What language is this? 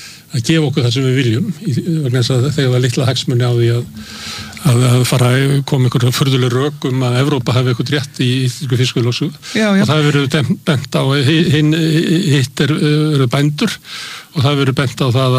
Icelandic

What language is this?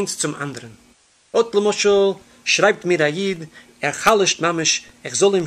Yiddish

